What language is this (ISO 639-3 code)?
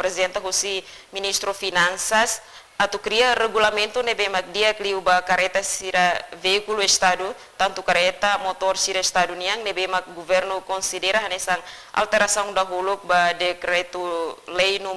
tet